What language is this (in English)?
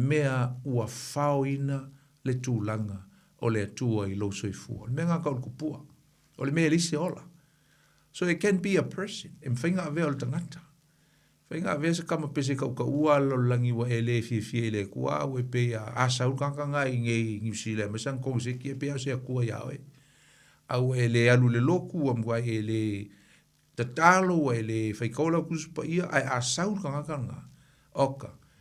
Samoan